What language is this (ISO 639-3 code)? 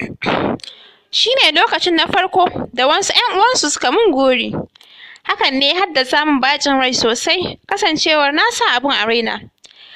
hau